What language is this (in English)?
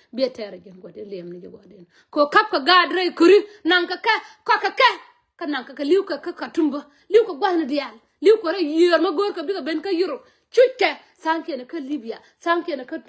Nuer